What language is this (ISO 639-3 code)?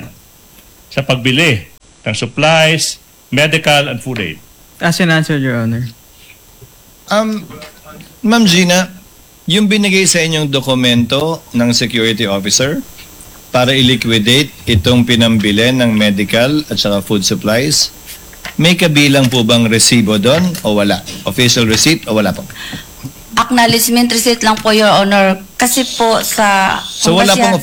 fil